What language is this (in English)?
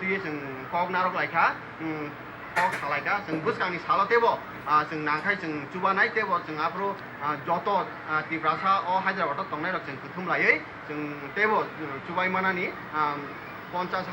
Kok Borok